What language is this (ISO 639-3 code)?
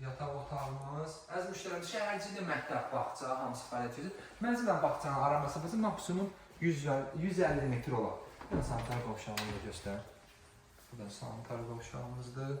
aze